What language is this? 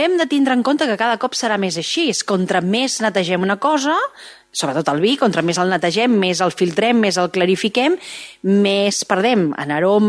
Catalan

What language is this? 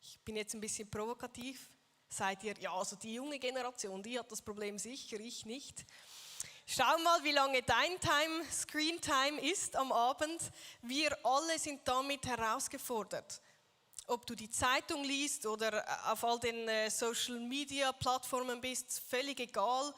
Swiss German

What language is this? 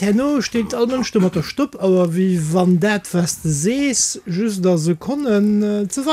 Luxembourgish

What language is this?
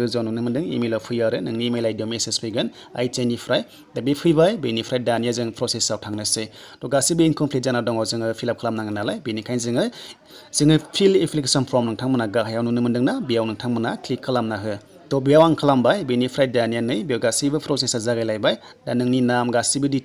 Bodo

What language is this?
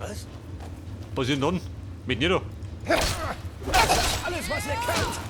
Bavarian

